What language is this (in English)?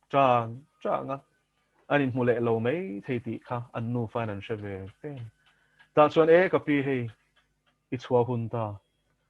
Mizo